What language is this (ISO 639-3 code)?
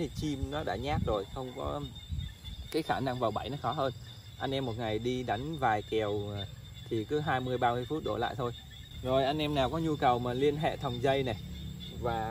vie